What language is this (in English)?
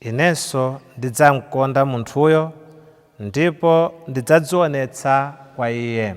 Nyanja